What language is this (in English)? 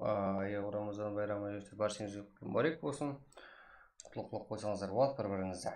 Kara-Kalpak